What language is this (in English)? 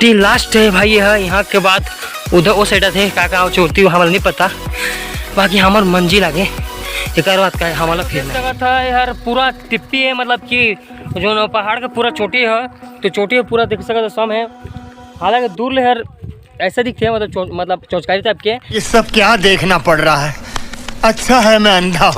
Chhattisgarhi